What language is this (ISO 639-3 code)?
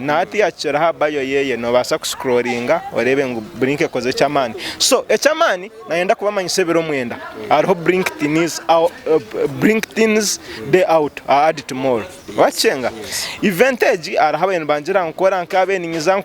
nyn